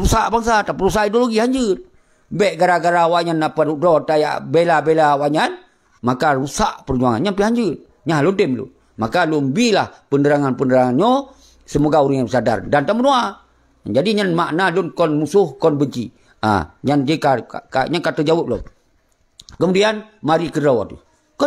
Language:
Achinese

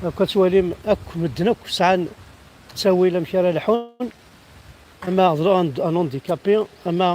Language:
Kabyle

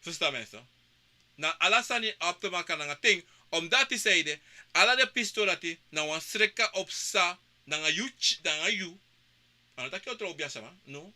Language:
Sranan Tongo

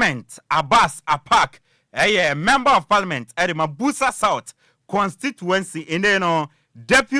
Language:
Akan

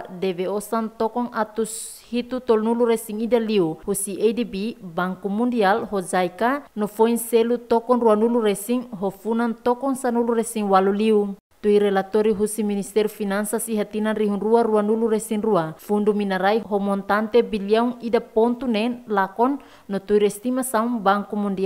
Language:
Tetum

